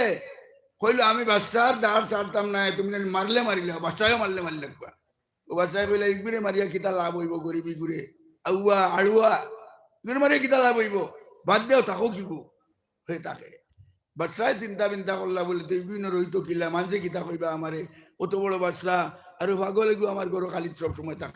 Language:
Sylheti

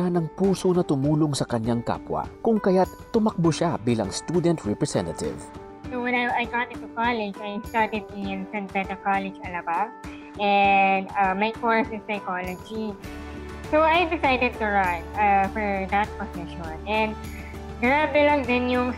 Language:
Filipino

